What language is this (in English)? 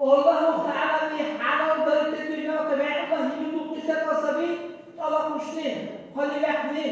Dargwa